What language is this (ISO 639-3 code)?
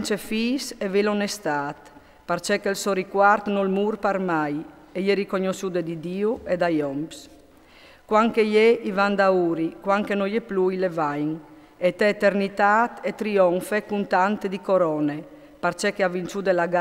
fur